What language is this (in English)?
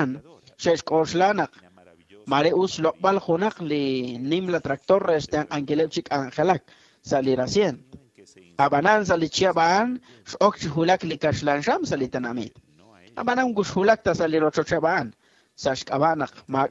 Kekchí